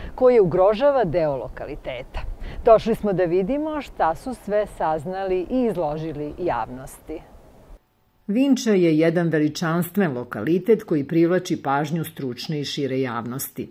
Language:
Serbian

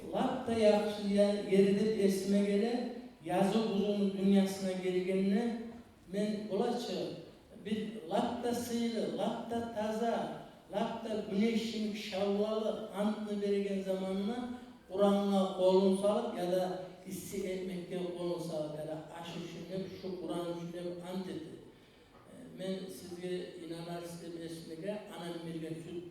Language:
Kumyk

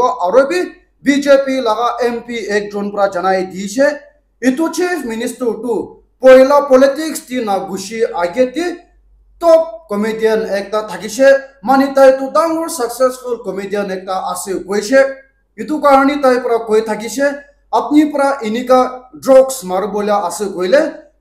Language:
Naga Pidgin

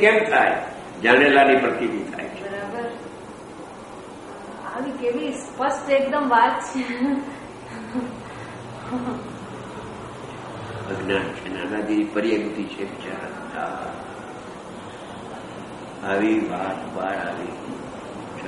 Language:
Gujarati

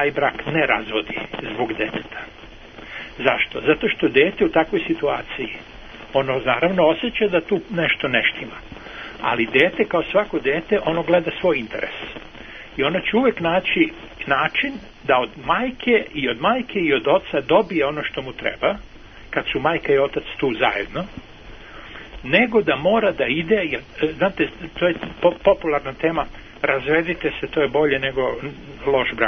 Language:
Serbian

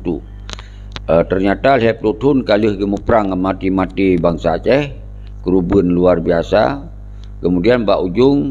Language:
Achinese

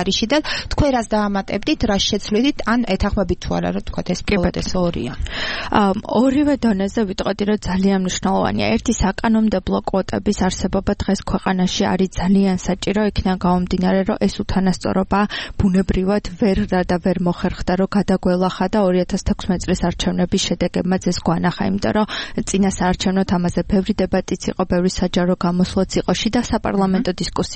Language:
Georgian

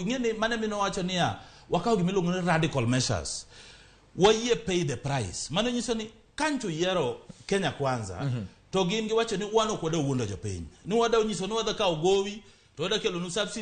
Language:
Luo (Kenya and Tanzania)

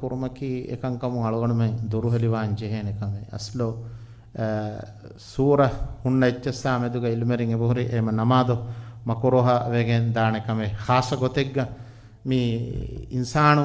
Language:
Divehi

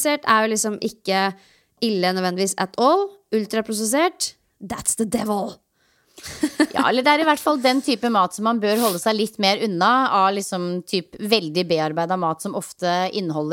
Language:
Norwegian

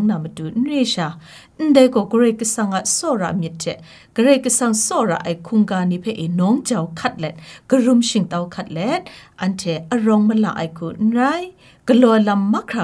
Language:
Kachin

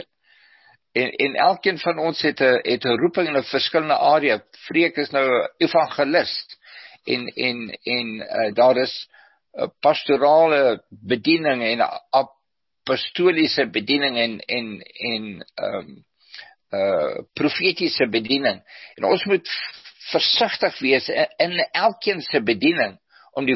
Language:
Afrikaans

